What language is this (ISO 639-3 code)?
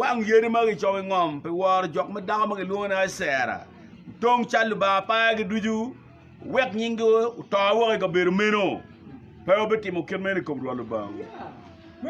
ach